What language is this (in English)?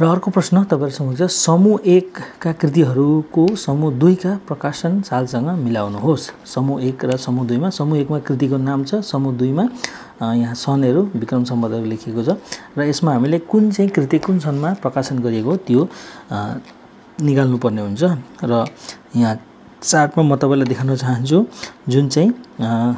Nepali